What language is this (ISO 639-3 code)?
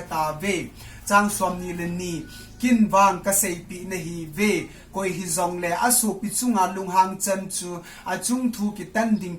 tcz